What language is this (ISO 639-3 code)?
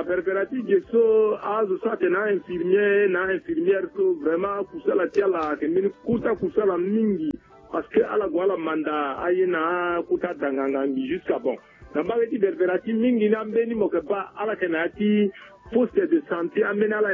sag